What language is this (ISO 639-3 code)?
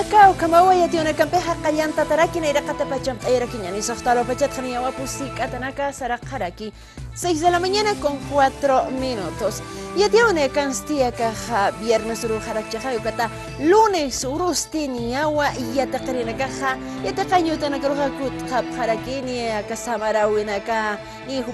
aym